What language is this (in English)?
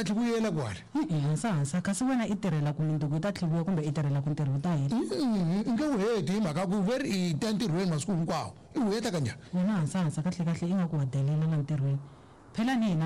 Tsonga